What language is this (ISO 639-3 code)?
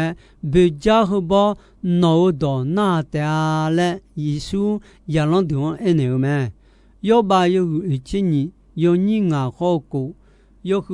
ahk